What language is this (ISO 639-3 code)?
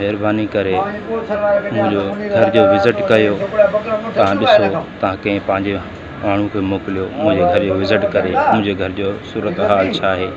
snd